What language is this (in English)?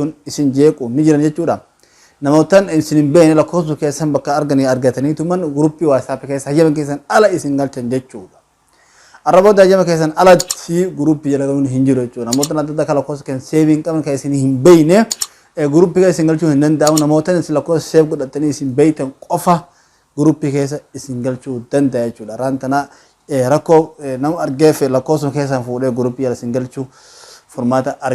Oromo